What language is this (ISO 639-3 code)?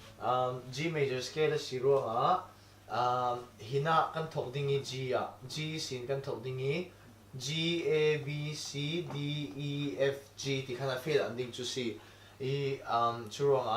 cfm